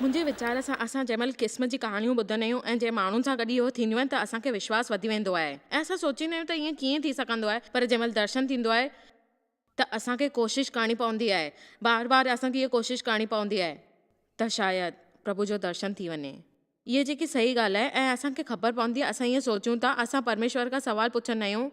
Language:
Sindhi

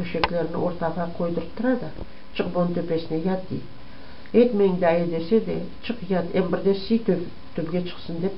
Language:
Crimean Tatar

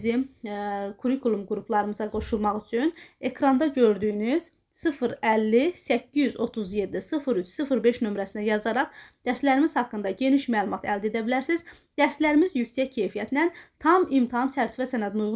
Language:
Azerbaijani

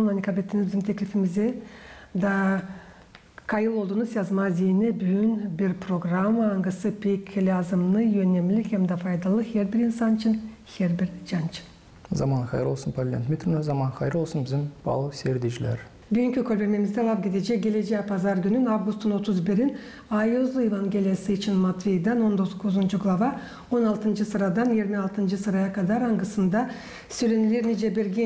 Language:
Gagauz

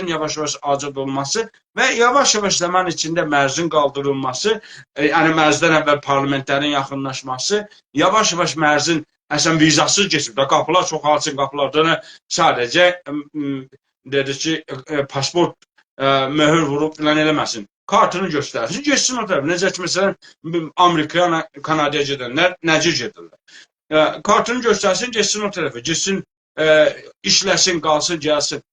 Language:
South Azerbaijani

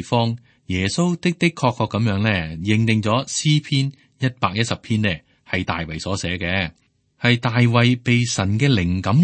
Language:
Cantonese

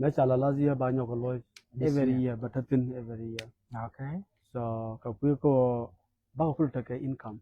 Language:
Nuer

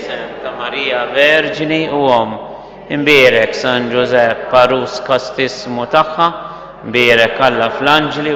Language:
Maltese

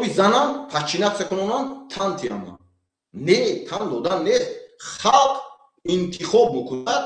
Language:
Tajik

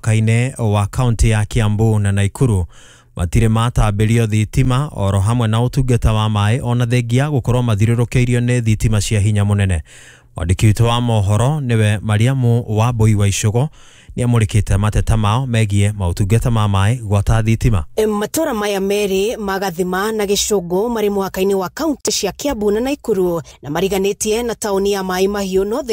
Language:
Kikuyu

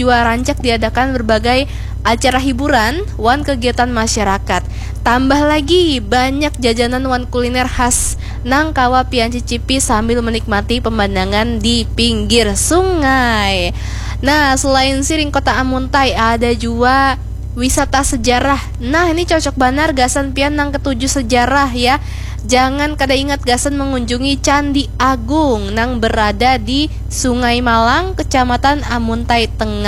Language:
Banjar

